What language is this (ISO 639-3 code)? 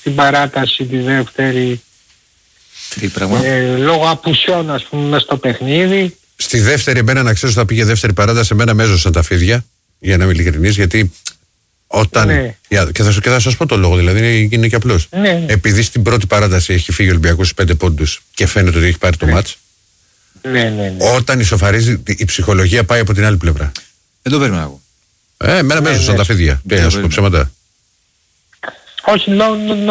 ell